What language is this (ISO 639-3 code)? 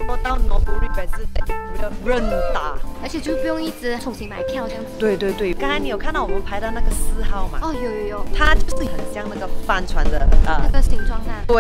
zho